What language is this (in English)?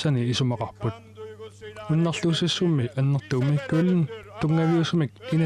Kalaallisut